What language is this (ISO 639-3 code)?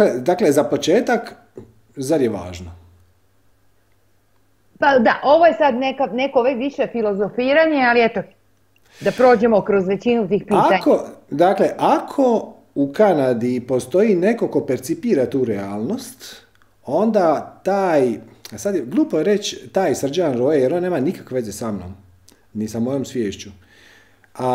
hrv